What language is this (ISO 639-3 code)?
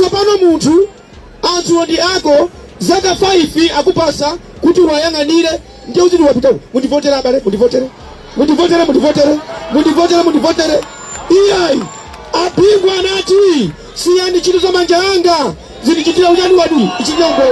nya